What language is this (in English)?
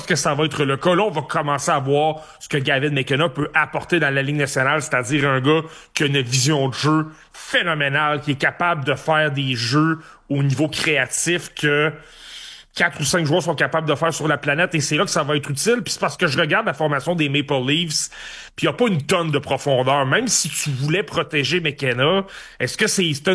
French